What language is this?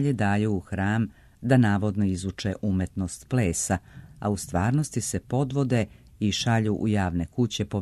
Serbian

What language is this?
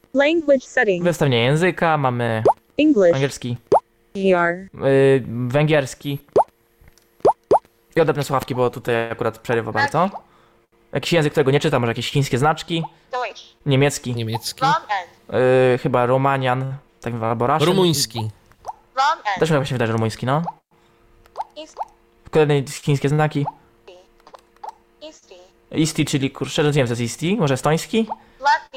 Polish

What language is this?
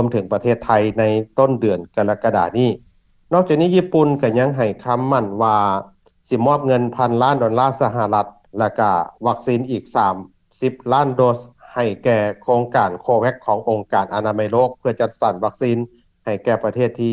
Lao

